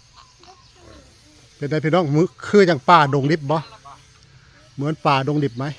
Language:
Northeastern Thai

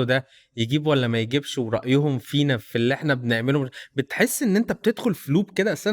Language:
Egyptian Arabic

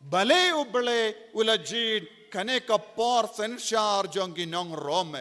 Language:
Khasi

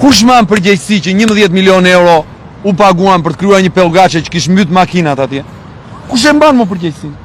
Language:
Albanian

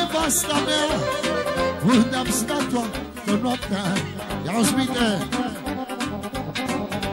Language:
Romanian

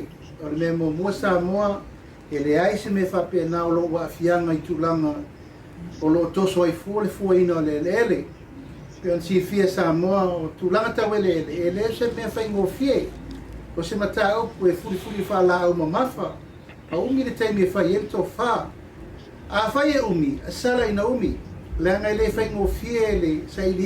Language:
Samoan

